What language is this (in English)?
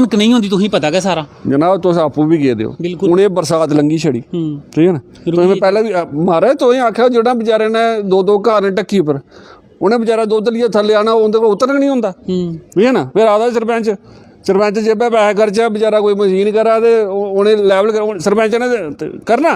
Dogri